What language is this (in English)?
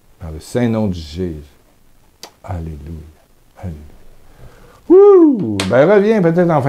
French